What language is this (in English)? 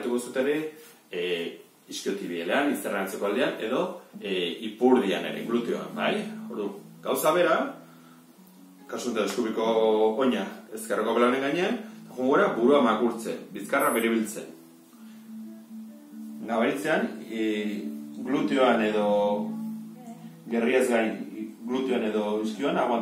Basque